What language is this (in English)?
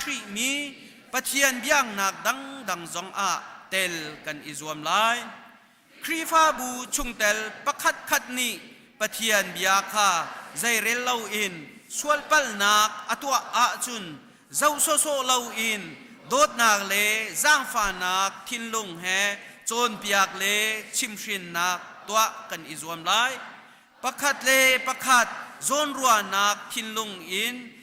Hakha Chin